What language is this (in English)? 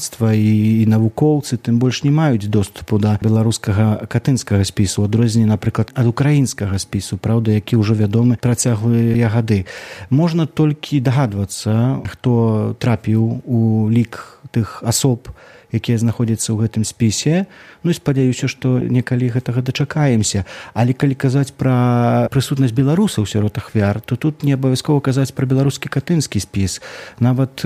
Belarusian